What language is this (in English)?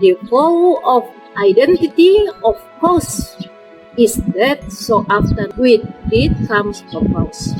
Toraja-Sa'dan